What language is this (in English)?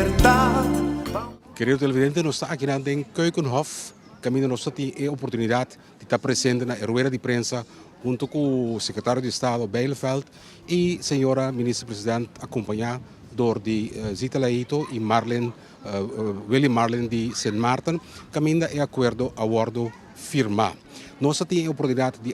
Papiamento